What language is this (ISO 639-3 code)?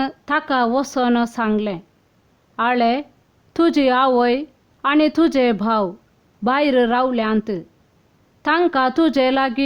kok